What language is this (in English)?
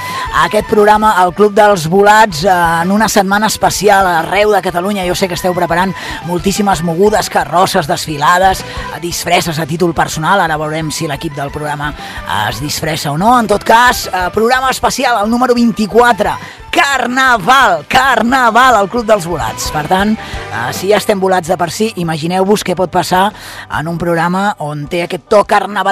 Catalan